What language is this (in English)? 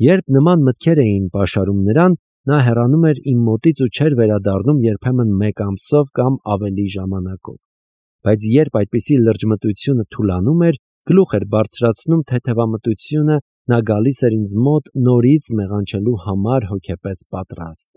Armenian